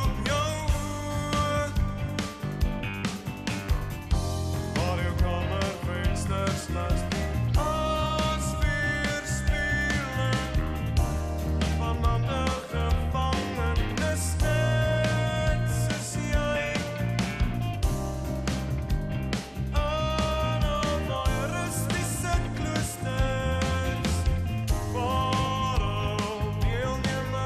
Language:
Afrikaans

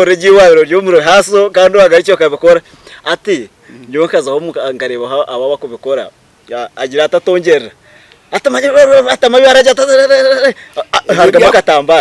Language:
Nyankole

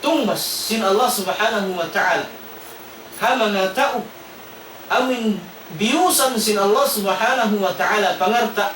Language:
Tausug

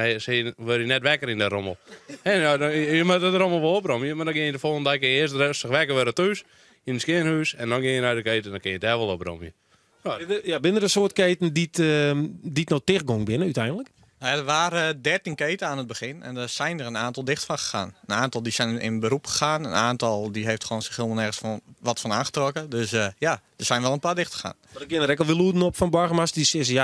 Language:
Western Frisian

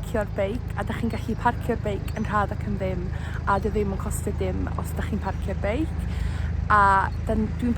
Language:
Welsh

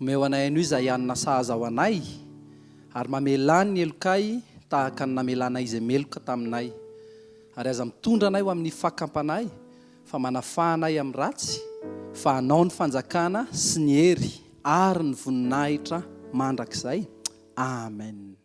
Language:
Malagasy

